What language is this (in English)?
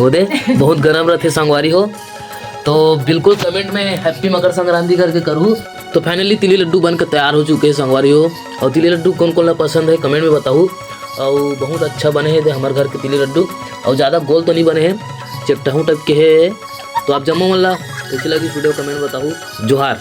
Chhattisgarhi